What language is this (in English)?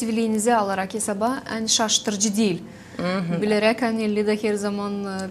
Gagauz